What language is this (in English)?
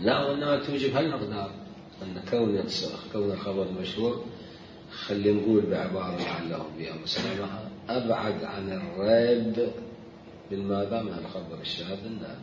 Mesopotamian Arabic